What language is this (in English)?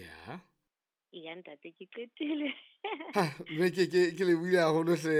Southern Sotho